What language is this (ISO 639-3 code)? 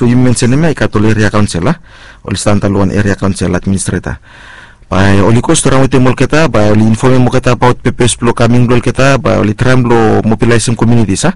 bis